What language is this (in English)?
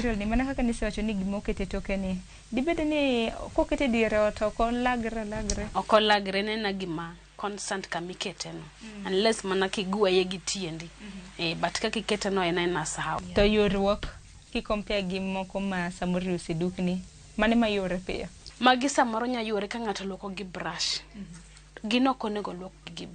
Luo (Kenya and Tanzania)